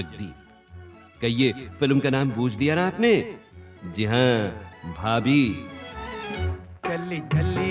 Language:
Hindi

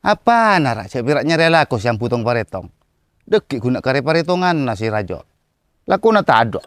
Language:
Madurese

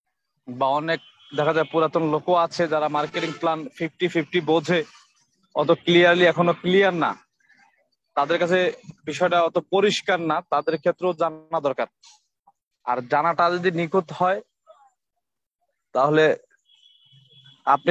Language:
Bangla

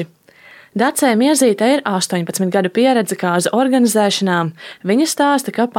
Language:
Latvian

